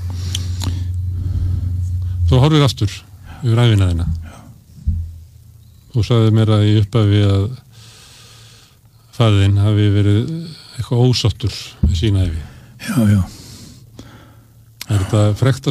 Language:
Icelandic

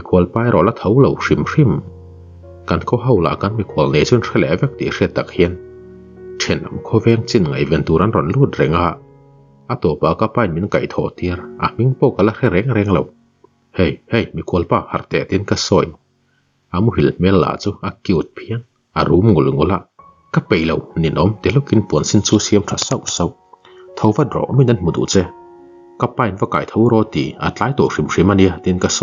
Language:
Mizo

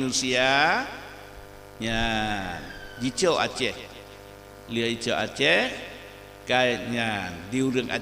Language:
Achinese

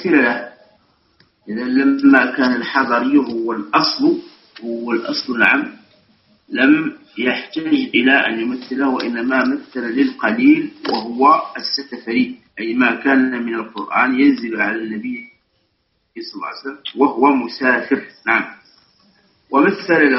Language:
Arabic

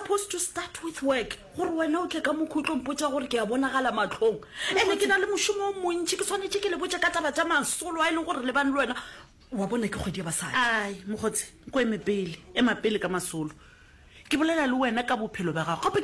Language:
Northern Sotho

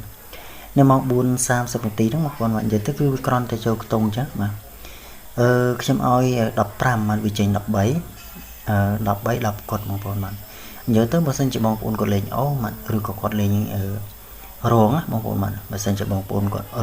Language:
Khmer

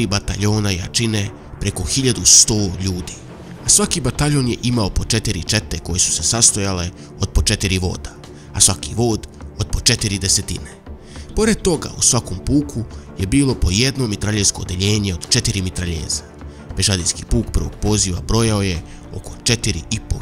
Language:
Serbian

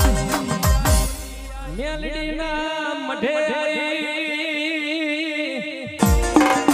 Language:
Gujarati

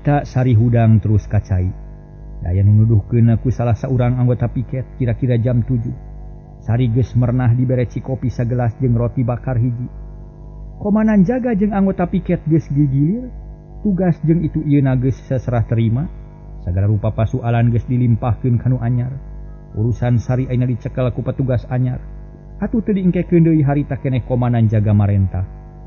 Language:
Sundanese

